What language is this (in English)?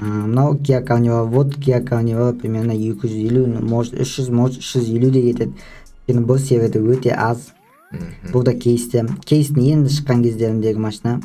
Kazakh